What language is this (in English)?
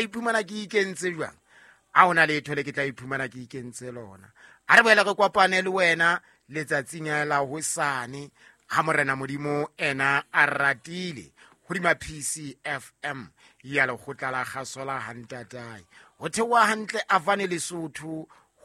Southern Sotho